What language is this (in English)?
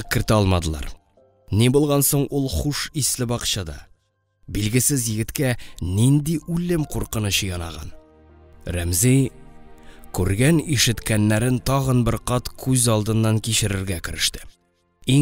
Tatar